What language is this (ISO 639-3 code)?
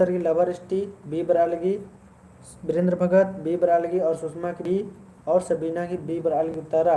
kru